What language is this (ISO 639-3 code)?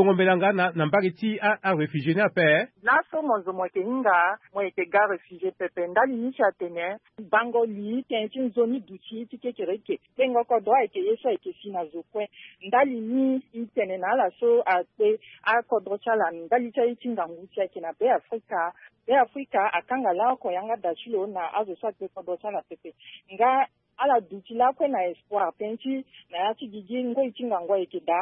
sag